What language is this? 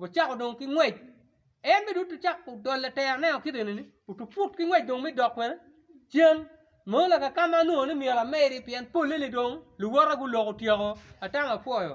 Acoli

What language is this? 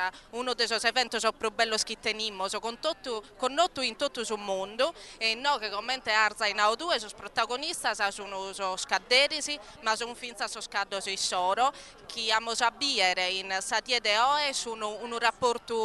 Sardinian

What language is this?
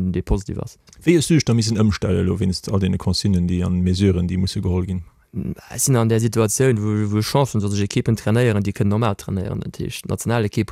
Luxembourgish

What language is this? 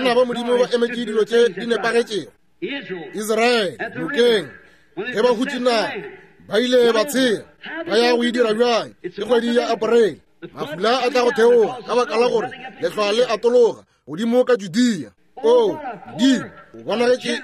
Northern Sotho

